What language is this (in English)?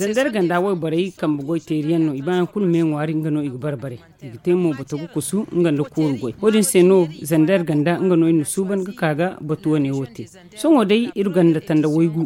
Zarma